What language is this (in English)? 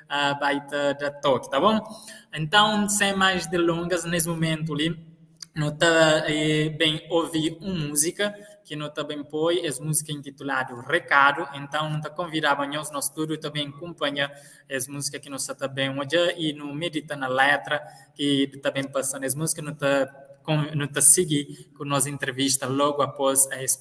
Kabuverdianu